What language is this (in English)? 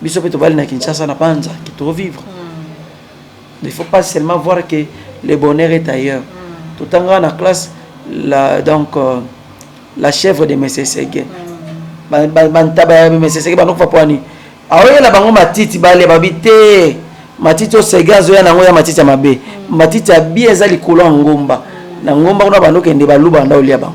Lingala